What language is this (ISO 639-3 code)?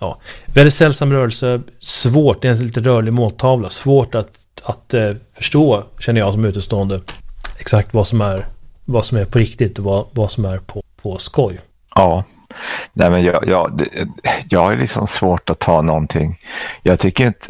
swe